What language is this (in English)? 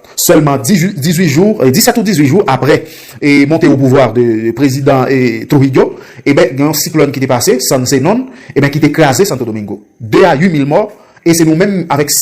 Haitian Creole